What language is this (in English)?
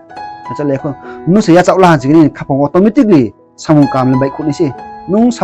Riang (India)